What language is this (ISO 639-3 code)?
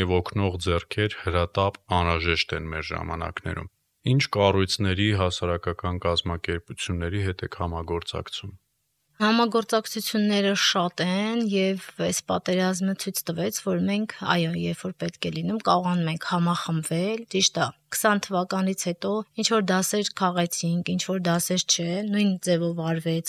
hye